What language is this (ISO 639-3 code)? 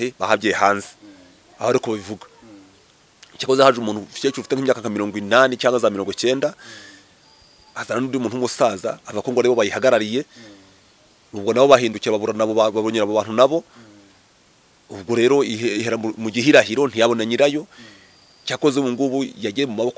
kin